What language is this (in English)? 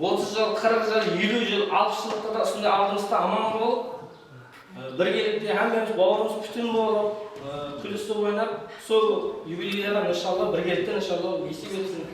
Kara-Kalpak